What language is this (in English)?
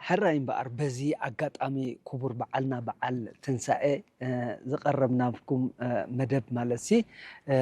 Tigrinya